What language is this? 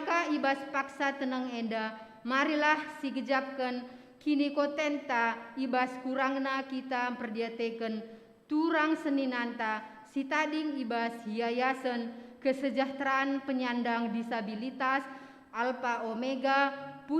Batak Karo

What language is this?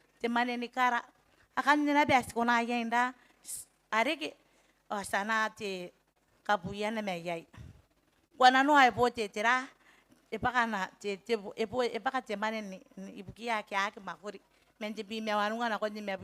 Gilbertese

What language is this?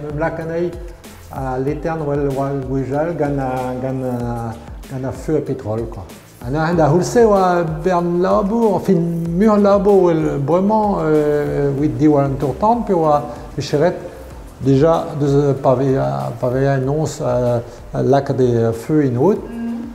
Breton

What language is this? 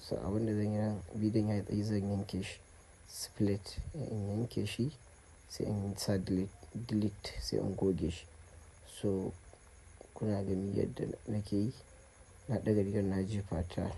Hausa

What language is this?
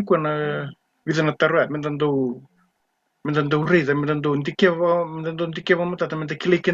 Fijian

